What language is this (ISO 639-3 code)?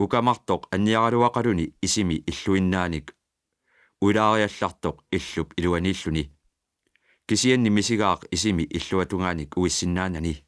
kal